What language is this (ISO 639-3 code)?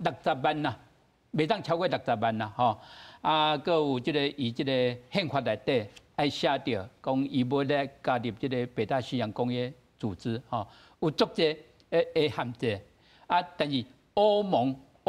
nan